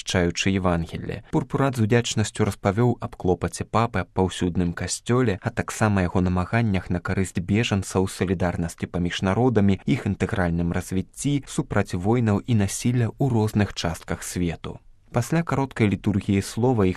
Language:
Belarusian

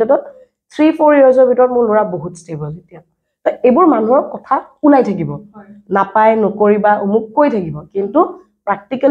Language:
Assamese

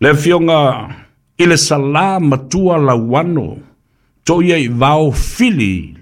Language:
Samoan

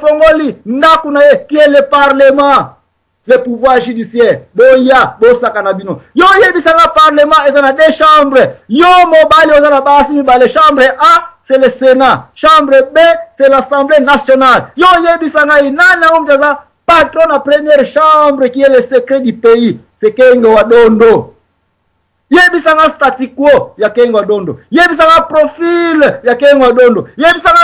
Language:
Lingala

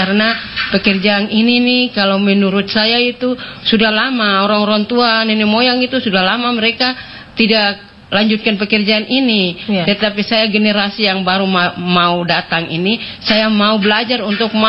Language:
Indonesian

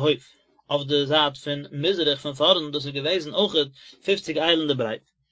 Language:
Yiddish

